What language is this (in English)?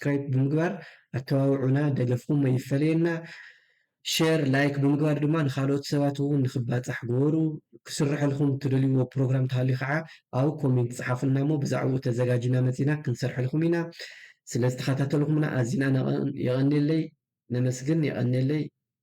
Tigrinya